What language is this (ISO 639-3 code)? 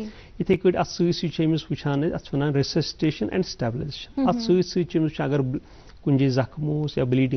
kas